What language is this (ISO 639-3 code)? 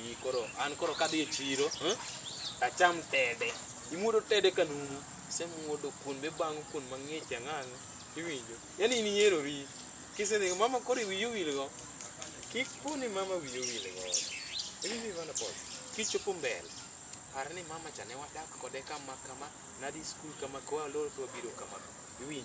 luo